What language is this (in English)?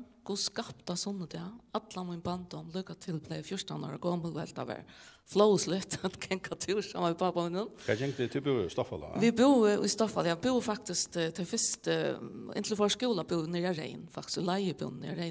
Faroese